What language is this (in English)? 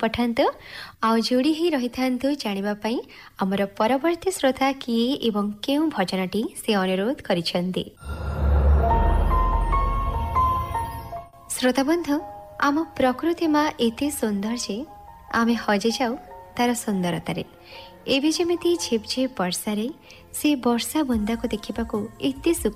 Odia